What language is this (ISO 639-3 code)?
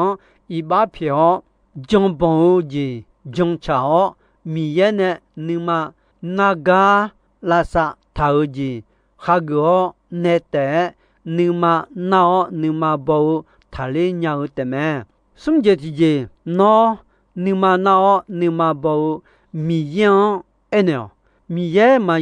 ahk